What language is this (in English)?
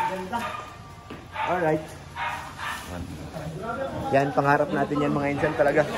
Filipino